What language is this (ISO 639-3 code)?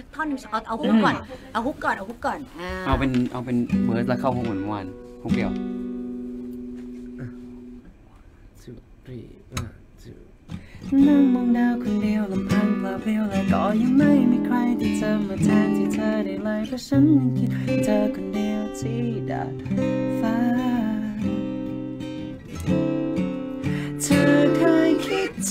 tha